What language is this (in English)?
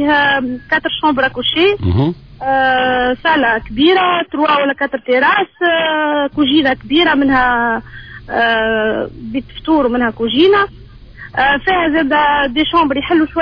Tunisian Arabic